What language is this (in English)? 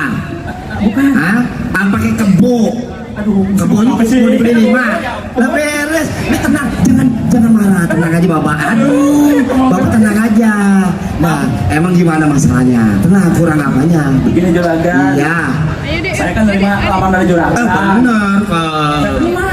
Betawi